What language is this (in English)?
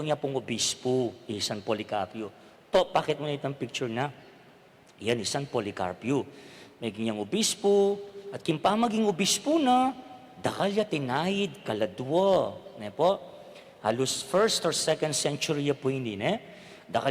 Pampanga